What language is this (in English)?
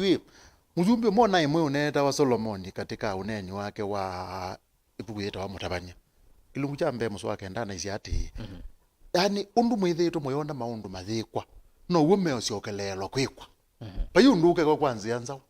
Kamba